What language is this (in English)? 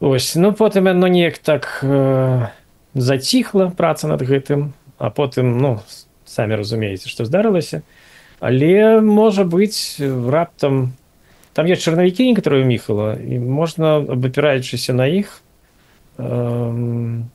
Belarusian